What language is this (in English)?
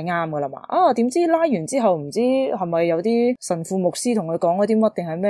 Cantonese